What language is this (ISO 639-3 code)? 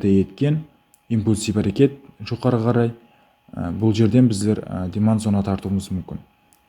kaa